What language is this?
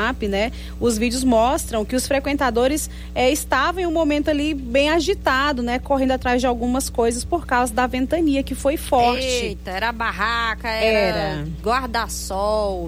Portuguese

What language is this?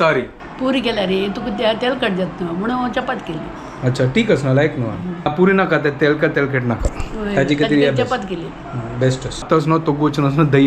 Konkani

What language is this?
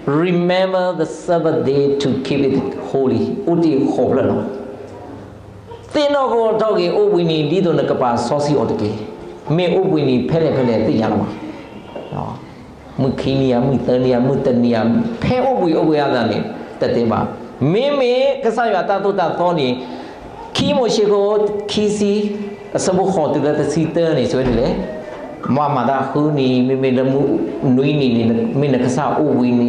S'gaw Karen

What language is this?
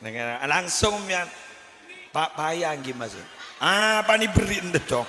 Madurese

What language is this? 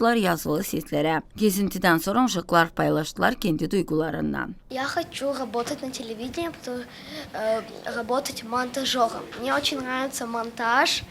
Gagauz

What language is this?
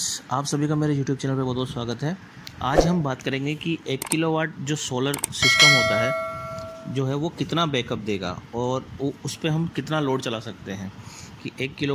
Hindi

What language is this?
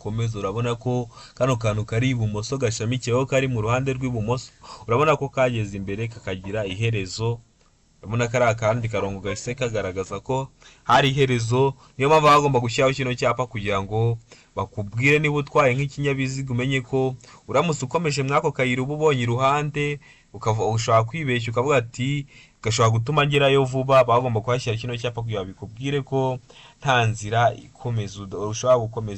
Kinyarwanda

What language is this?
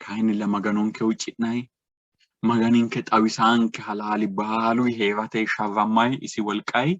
Sidamo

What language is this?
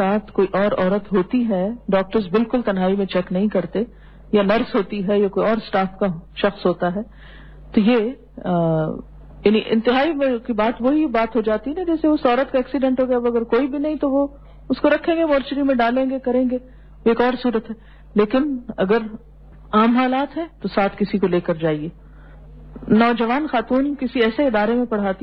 Urdu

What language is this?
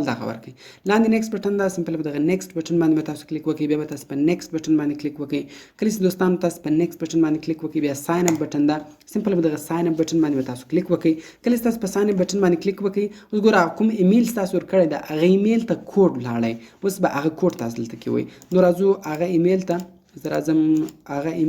Pashto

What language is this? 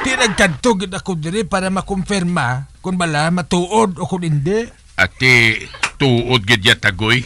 Hiligaynon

